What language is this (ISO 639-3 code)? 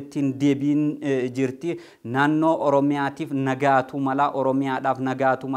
orm